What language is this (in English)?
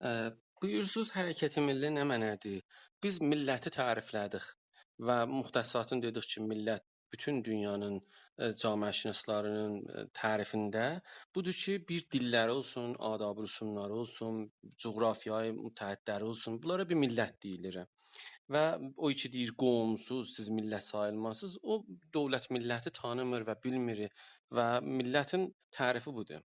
South Azerbaijani